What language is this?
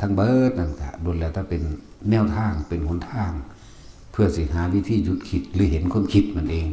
Northeastern Thai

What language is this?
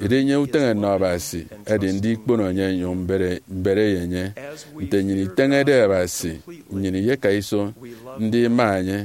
Efik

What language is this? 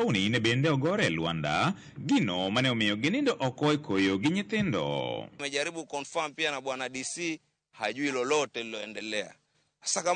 Luo (Kenya and Tanzania)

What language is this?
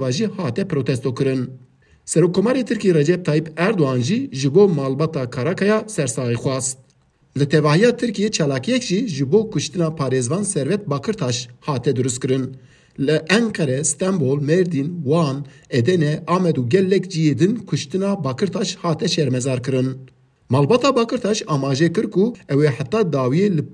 Kurdish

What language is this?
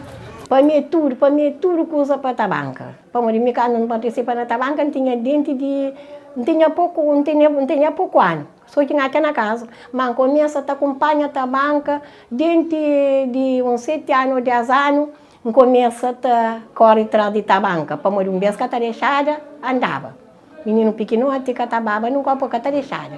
Kabuverdianu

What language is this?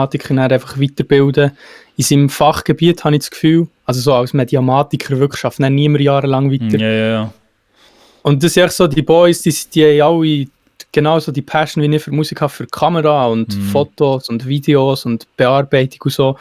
Swiss German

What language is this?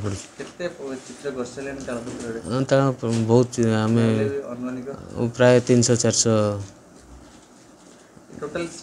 Odia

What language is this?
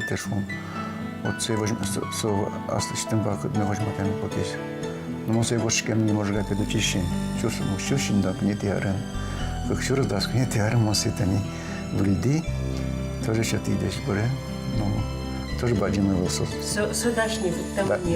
Udmurt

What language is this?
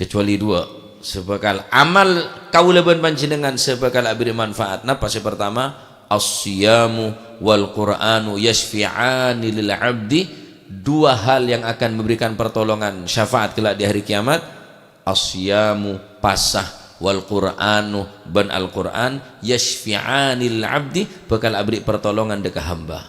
Madurese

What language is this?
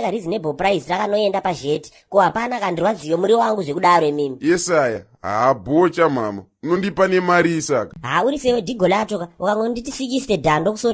Shona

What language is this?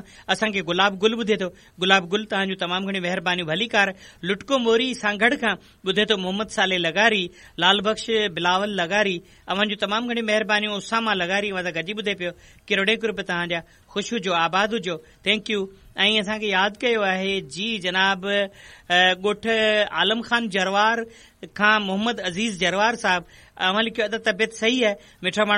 Sindhi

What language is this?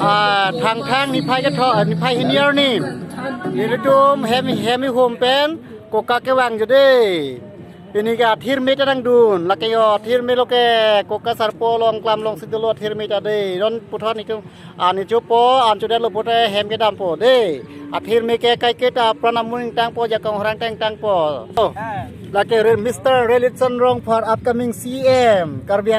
Karbi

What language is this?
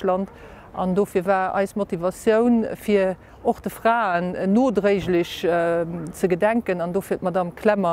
Luxembourgish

